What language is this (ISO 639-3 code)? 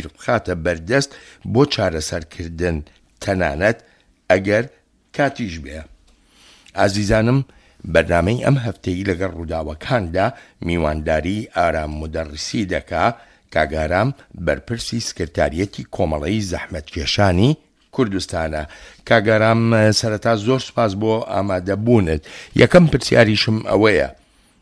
ckb